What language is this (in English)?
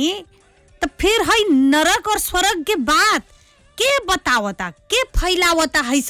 Bhojpuri